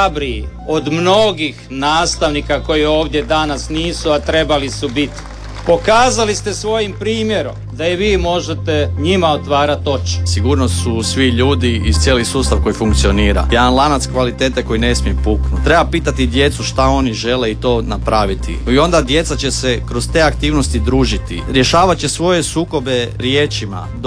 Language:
Croatian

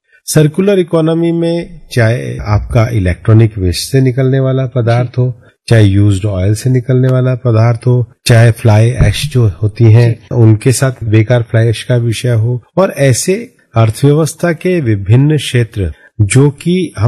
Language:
Hindi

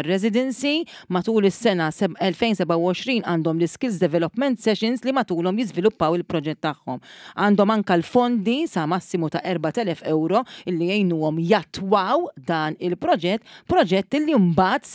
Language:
Maltese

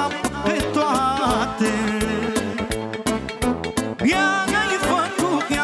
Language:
Romanian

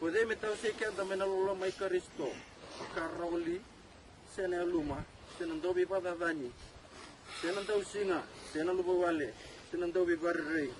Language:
Fijian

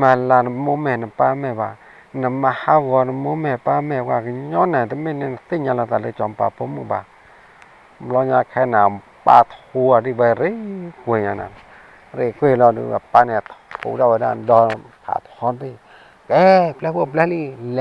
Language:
S'gaw Karen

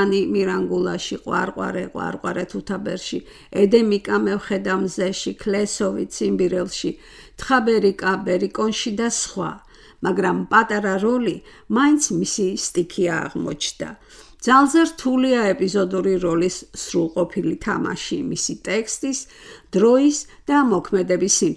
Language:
Georgian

